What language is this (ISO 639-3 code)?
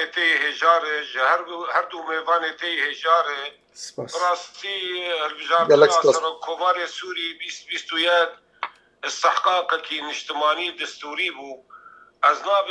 kur